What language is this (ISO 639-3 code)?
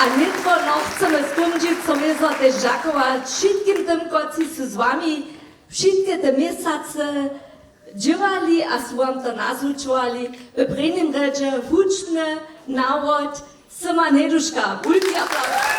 hsb